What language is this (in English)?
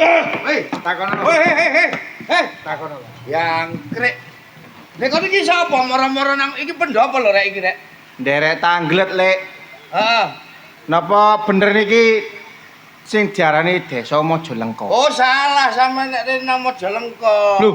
Javanese